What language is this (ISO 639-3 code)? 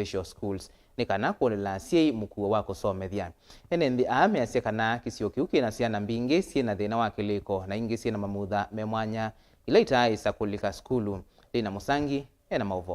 kam